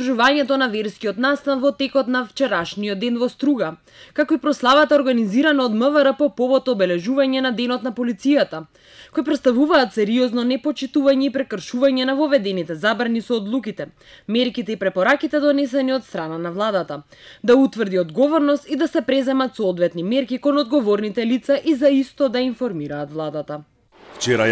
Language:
Macedonian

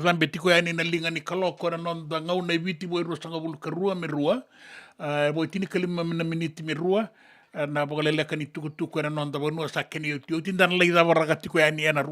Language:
Fijian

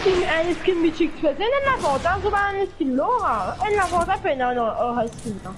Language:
Morisyen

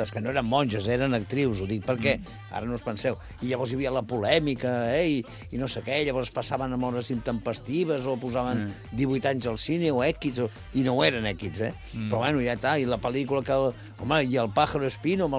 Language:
Catalan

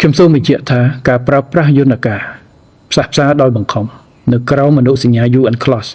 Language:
Khmer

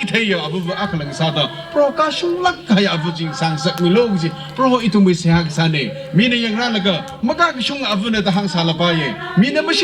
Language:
Tangkhul Naga (India)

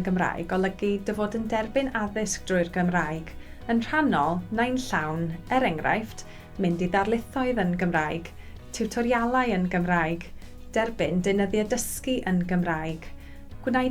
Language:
Welsh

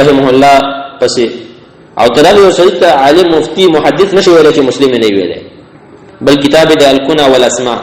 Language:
Pashto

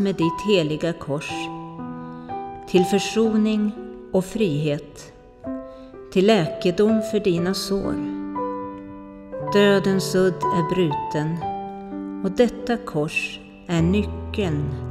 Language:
Swedish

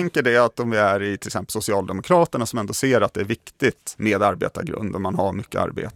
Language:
Swedish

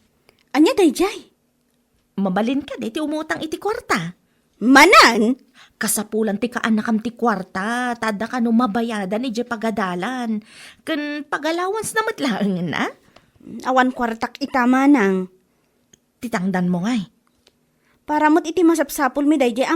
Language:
Iloko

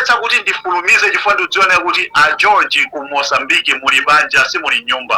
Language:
Nyanja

